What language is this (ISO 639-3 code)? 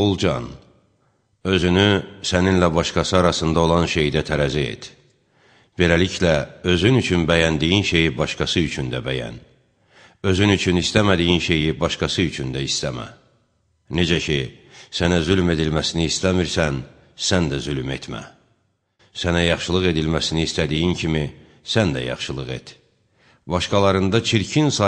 aze